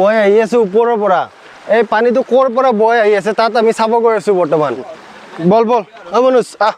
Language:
Assamese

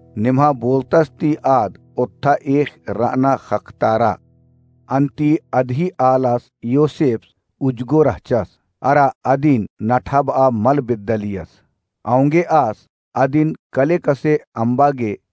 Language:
Kurukh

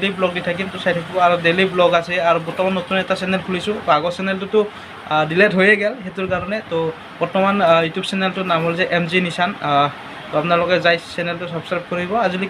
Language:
Assamese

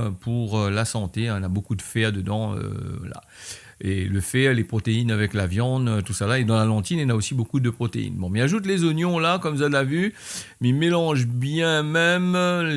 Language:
Réunion Creole French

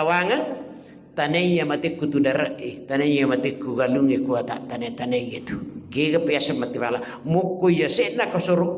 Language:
Buginese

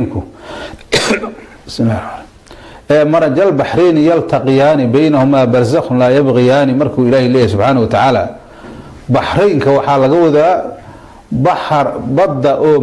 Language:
Somali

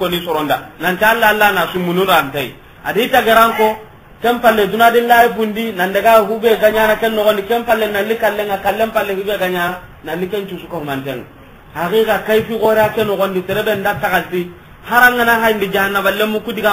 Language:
Soninke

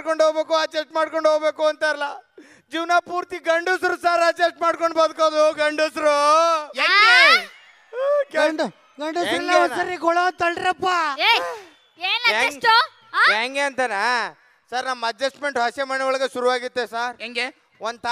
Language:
Kannada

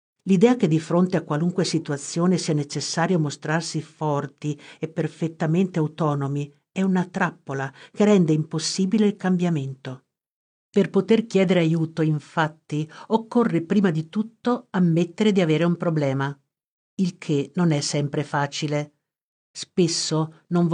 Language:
Italian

